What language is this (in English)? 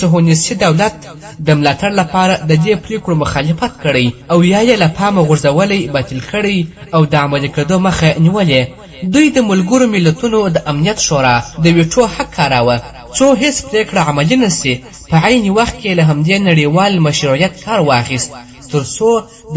Pashto